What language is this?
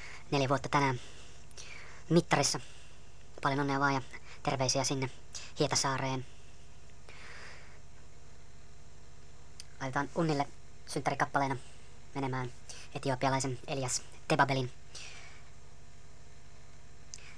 Finnish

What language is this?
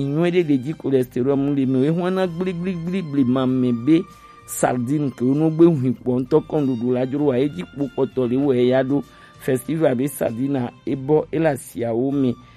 Gen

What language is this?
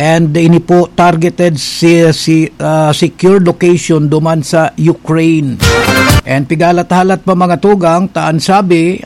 Bikol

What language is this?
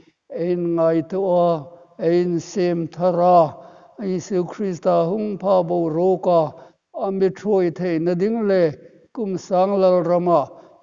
Hmar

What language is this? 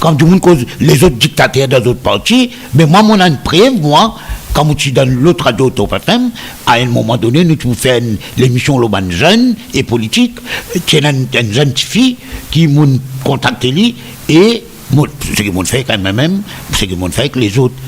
Morisyen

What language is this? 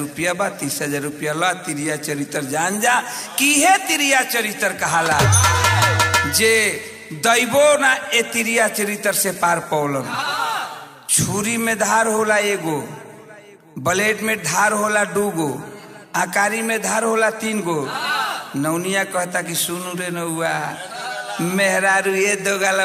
Bhojpuri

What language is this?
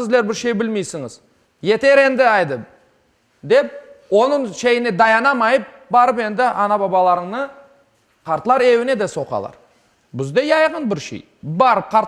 Crimean Tatar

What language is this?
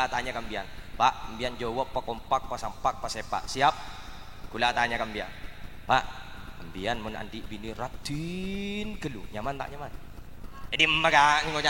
Madurese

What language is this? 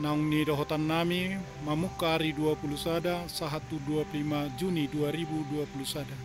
Batak Toba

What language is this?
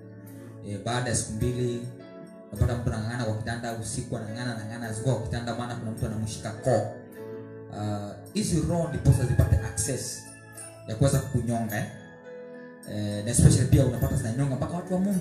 Swahili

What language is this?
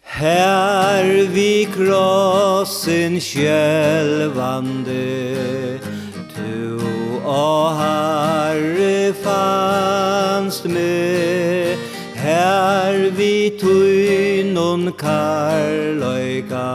Faroese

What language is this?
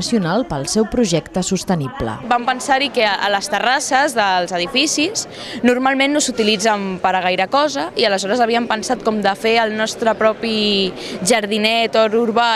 Catalan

